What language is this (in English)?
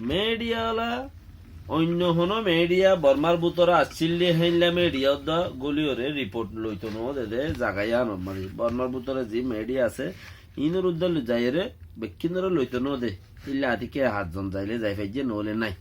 Rohingya